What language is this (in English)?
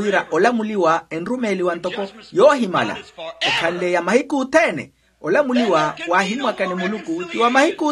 Makhuwa